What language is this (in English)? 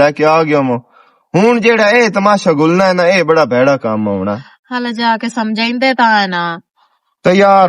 Western Panjabi